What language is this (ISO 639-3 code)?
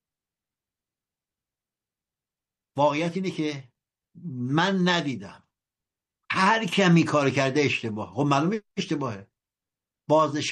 fas